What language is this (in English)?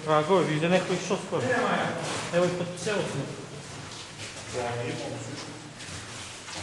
Bosnian